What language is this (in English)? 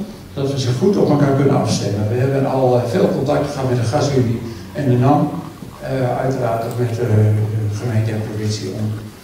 Dutch